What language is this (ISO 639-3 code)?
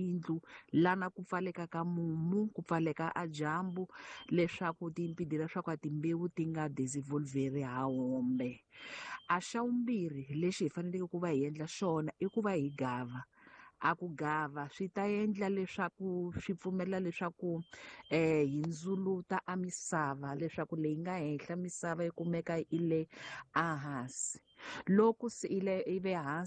tso